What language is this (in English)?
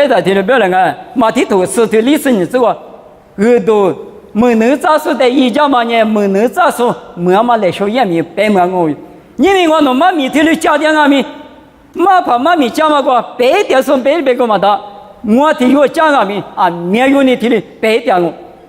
Lisu